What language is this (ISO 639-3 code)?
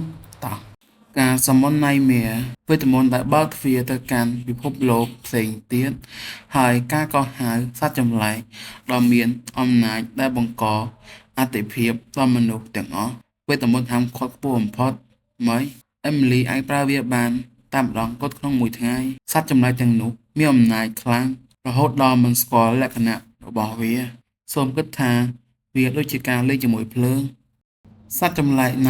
khm